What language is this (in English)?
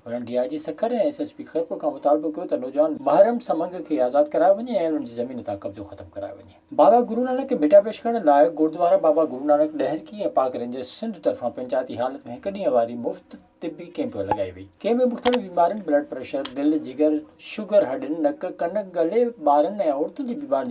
Sindhi